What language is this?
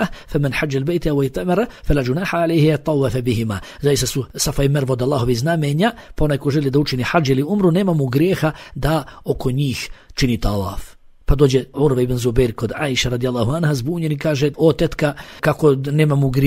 Bosnian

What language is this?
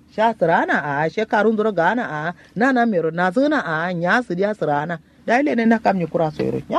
Kanuri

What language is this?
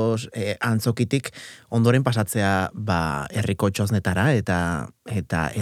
Basque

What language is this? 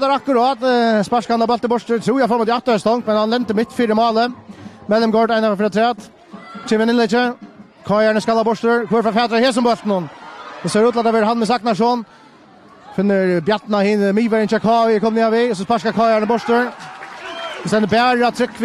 Faroese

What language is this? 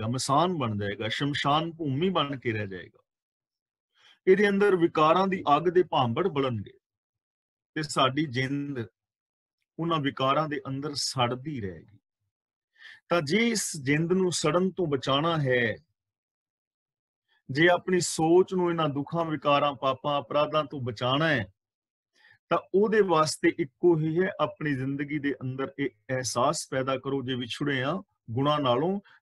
Punjabi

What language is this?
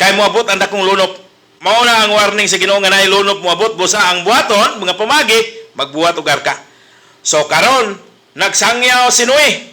Cebuano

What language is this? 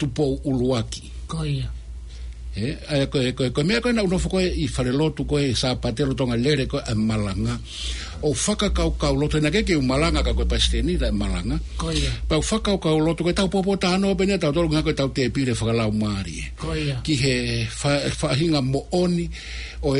Tongan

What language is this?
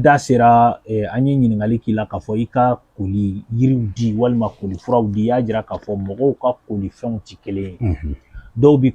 Bambara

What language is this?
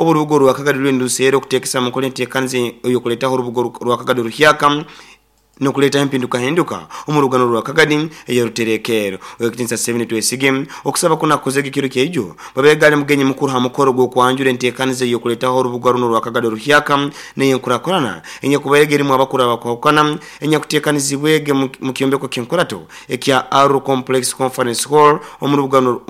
Nyoro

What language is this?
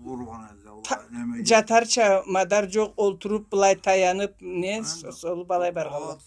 Karachay-Balkar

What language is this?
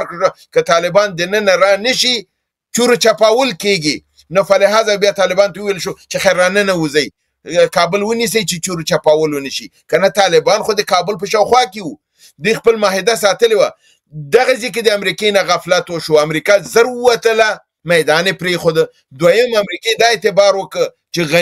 Pashto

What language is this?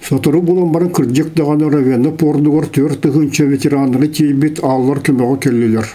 Yakut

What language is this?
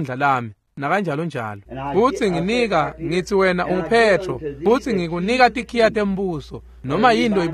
Swati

